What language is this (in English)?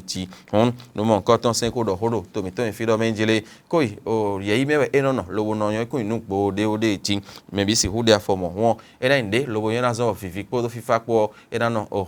Fon